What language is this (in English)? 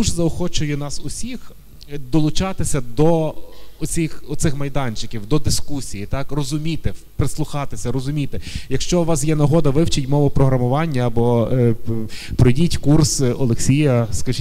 Ukrainian